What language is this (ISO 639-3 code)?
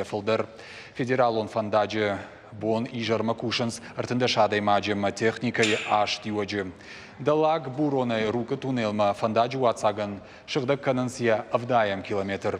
oss